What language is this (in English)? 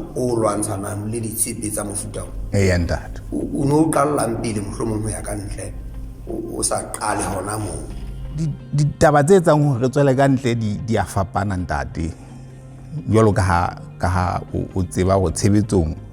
Southern Sotho